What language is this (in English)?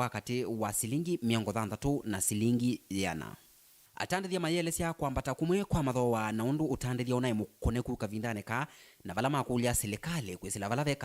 Kamba